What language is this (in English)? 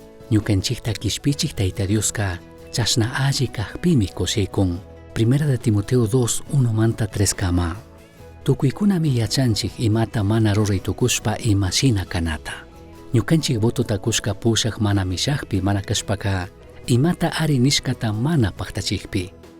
Chimborazo Highland Quichua